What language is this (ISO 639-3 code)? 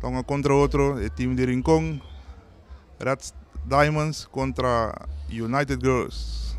pap